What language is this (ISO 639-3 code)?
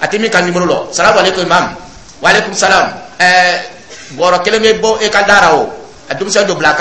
dyu